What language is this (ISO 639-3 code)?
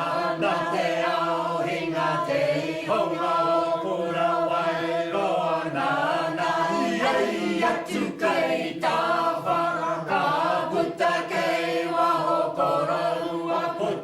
mri